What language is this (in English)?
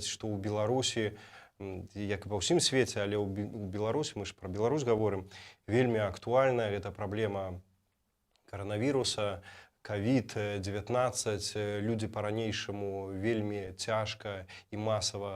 Belarusian